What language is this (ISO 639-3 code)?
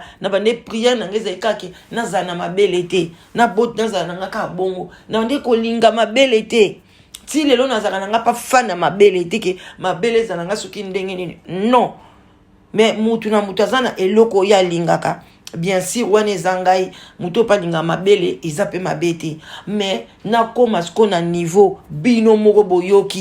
lin